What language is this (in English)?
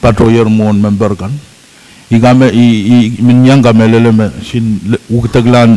Pohnpeian